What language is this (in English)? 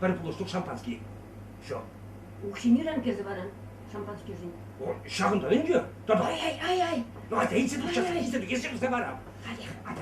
Chuvash